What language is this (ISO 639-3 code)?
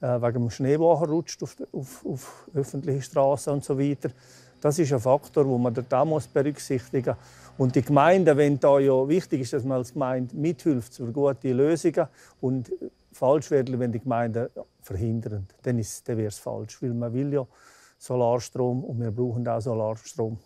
roh